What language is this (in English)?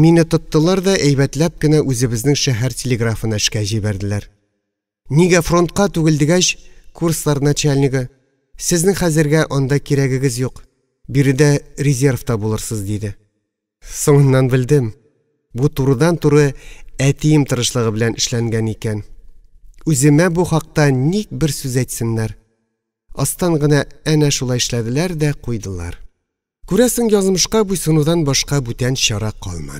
Tatar